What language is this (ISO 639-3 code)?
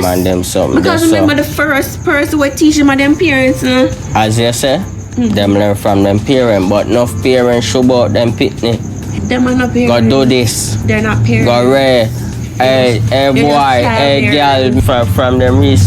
jam